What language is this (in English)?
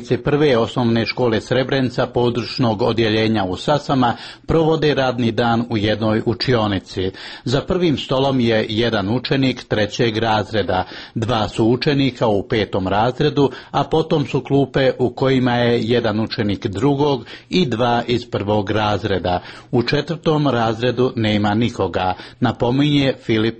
Serbian